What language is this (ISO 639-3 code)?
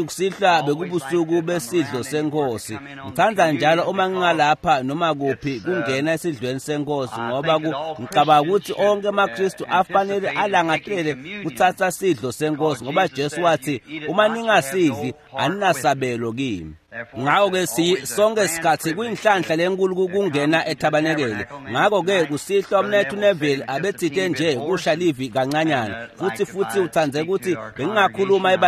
ssw